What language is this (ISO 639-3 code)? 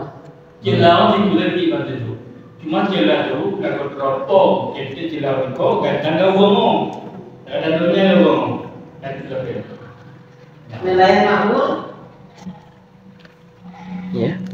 ind